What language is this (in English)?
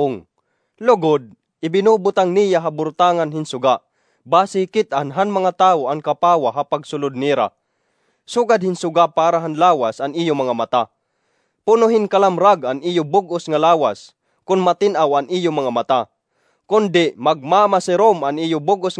Waray